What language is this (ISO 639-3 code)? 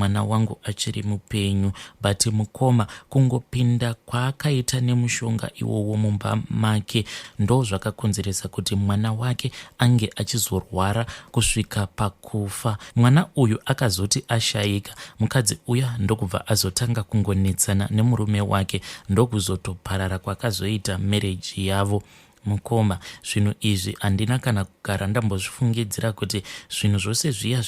sna